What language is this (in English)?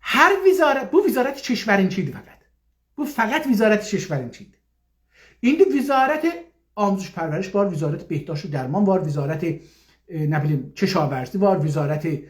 South Azerbaijani